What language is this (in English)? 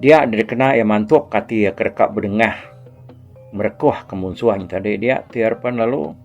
Iban